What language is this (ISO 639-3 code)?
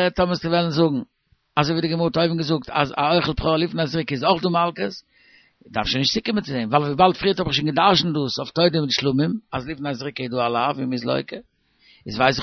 yid